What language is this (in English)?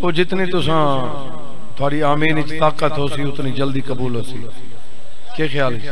Saraiki